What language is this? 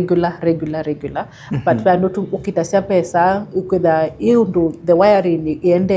Kamba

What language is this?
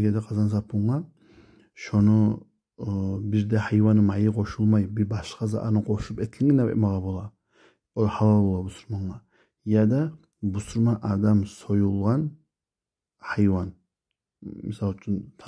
Kumyk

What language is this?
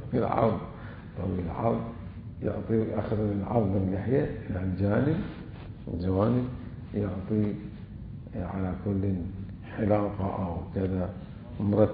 Mesopotamian Arabic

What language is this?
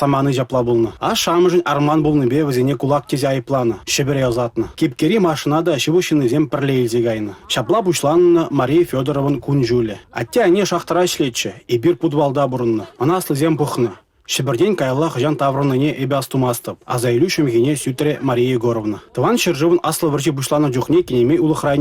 Chuvash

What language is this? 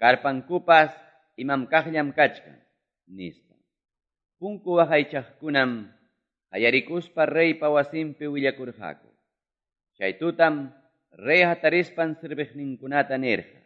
Quechua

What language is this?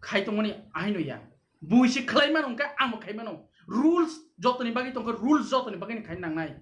Kok Borok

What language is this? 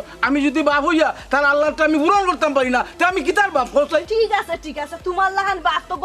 Sylheti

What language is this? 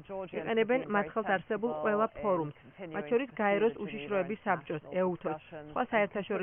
Georgian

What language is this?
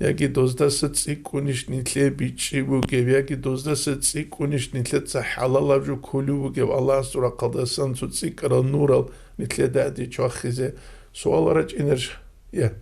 Avaric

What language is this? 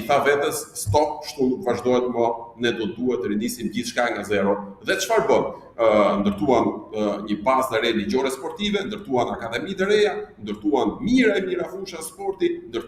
Albanian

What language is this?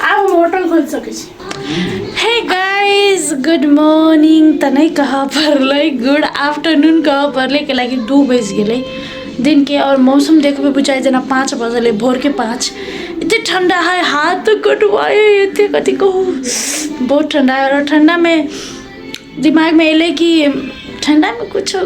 Maithili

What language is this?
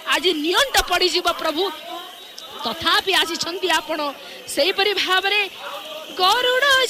Odia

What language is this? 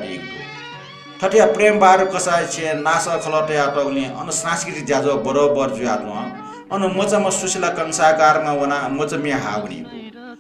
Newari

